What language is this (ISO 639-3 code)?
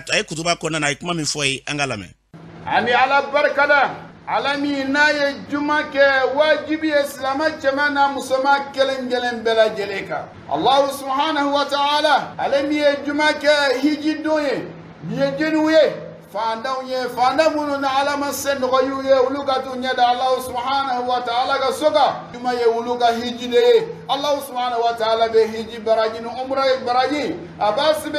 bam